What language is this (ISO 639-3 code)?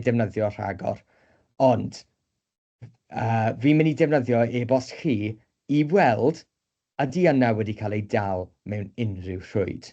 cym